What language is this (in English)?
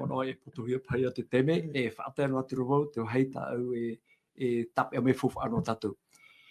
Tahitian